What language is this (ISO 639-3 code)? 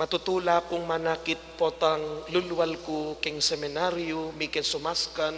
pam